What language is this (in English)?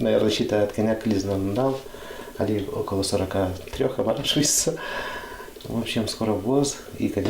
Udmurt